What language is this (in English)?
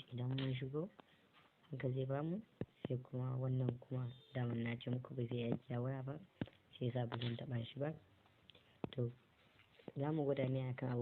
Hausa